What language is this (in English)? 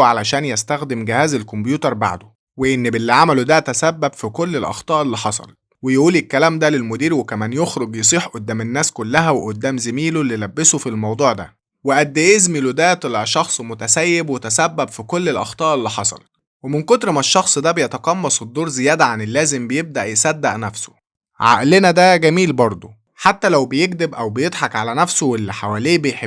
Egyptian Arabic